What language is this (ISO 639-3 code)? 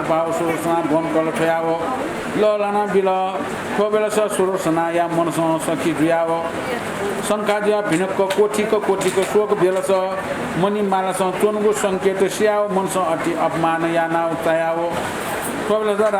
new